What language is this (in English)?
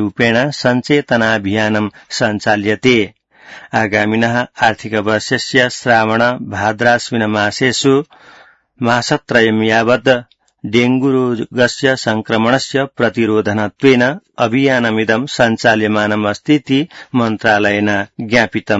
Sanskrit